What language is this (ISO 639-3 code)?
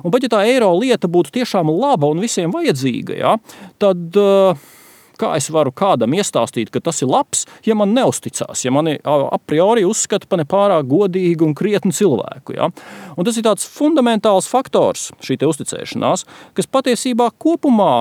lav